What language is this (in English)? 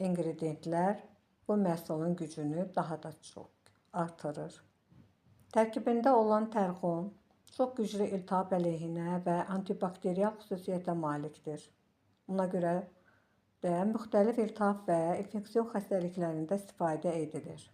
Azerbaijani